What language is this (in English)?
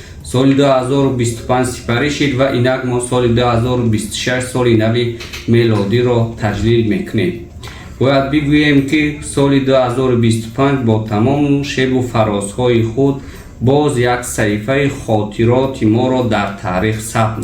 Tajik